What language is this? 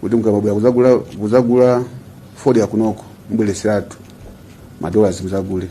Nyanja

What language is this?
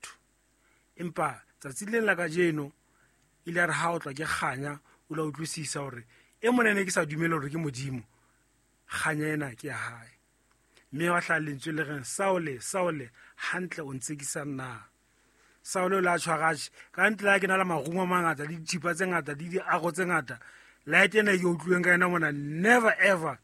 Southern Sotho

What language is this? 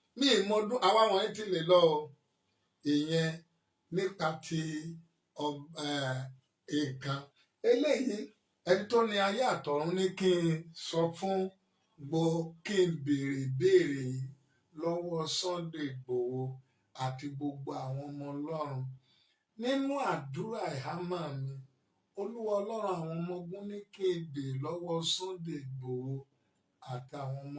Yoruba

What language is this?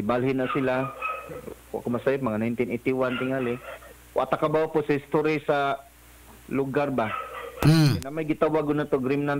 Cebuano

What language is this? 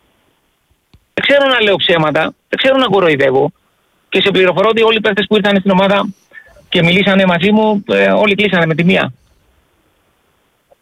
Greek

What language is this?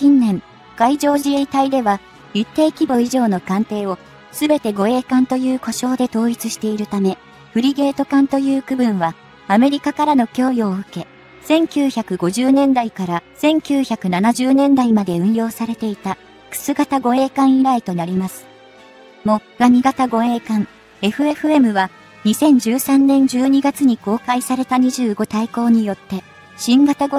Japanese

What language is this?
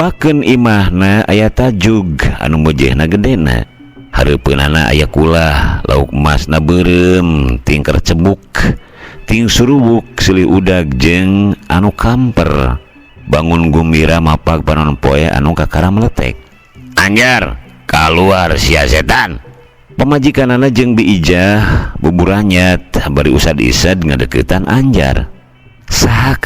Sundanese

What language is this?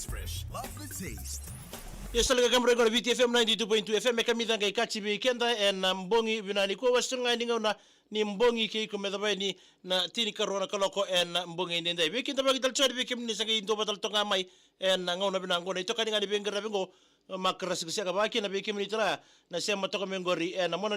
Fijian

